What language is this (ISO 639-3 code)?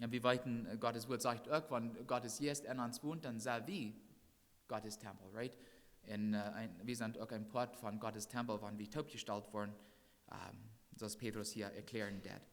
pdt